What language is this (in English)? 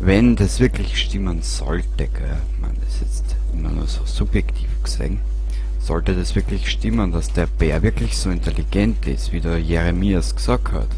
Bavarian